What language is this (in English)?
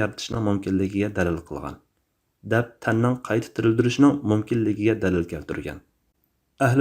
Uyghur